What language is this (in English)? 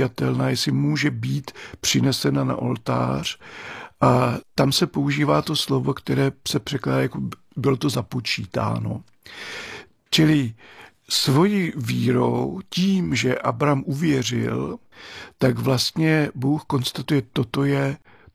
Czech